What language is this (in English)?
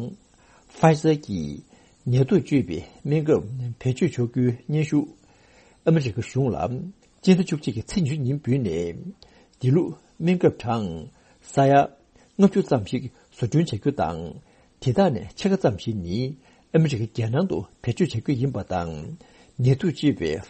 Tibetan